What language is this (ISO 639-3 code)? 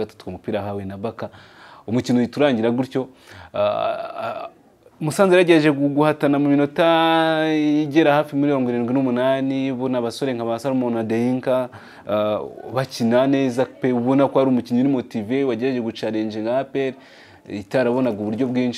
kin